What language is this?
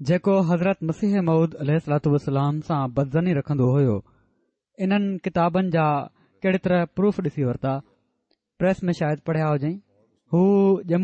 Sindhi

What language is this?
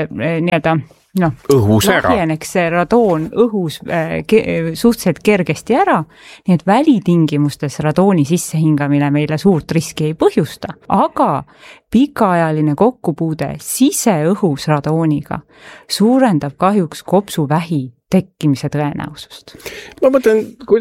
Estonian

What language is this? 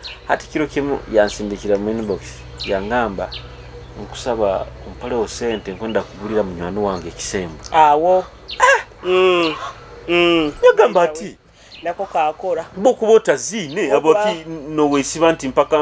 Nyoro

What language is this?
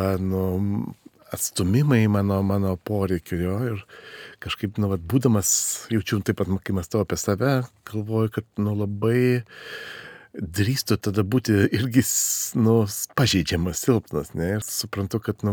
Lithuanian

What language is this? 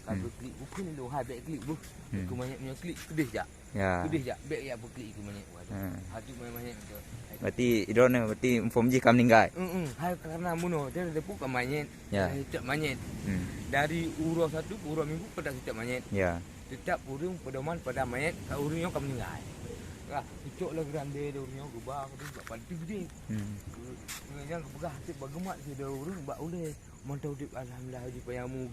Achinese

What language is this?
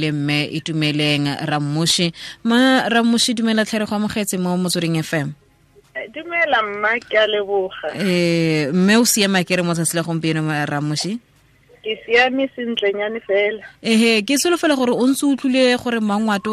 Tswana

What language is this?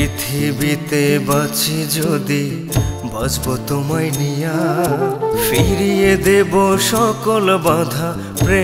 Bangla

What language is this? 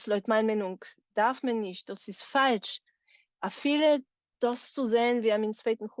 Yiddish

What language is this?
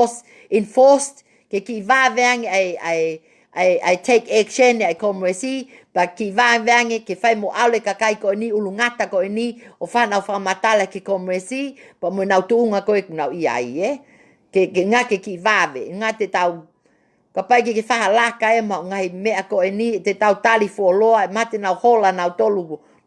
Tongan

